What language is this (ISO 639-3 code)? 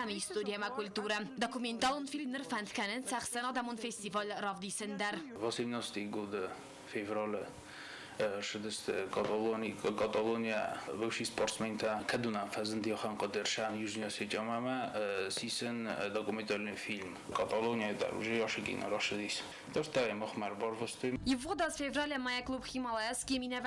oss